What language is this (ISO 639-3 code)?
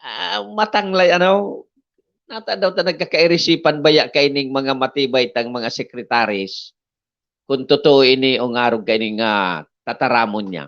bik